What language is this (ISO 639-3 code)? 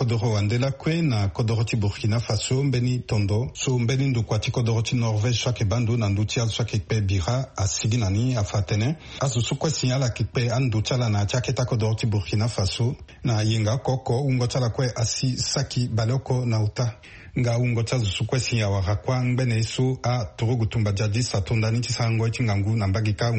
sag